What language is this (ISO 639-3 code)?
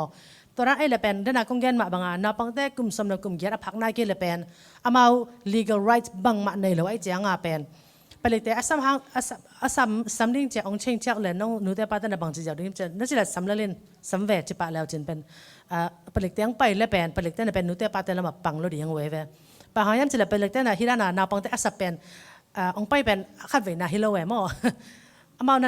ctd